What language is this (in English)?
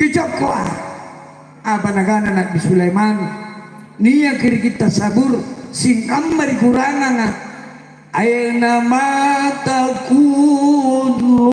Makasar